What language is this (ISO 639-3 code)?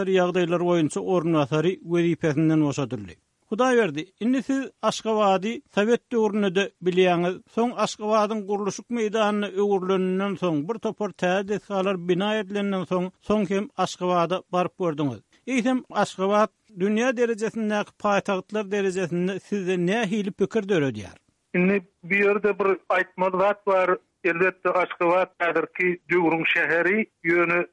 tuk